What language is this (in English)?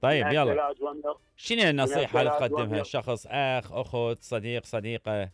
Mesopotamian Arabic